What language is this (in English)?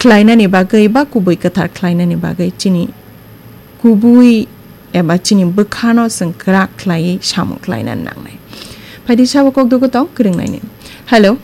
Kok Borok